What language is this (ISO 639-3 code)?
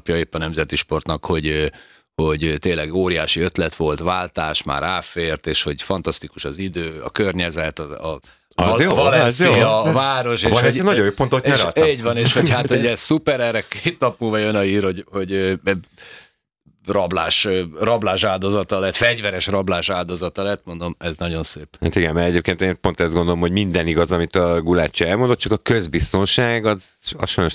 hun